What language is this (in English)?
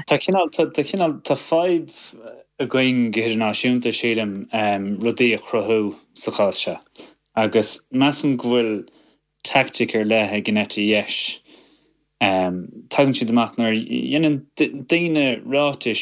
Irish